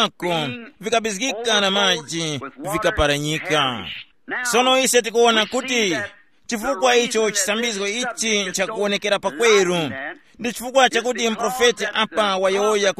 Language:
Tumbuka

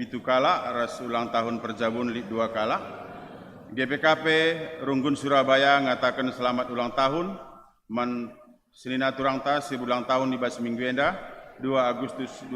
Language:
Batak Karo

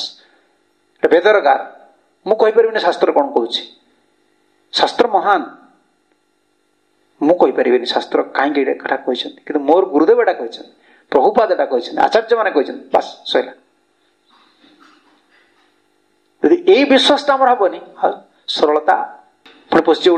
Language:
Odia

